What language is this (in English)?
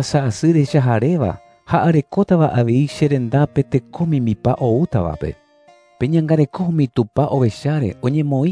Guarani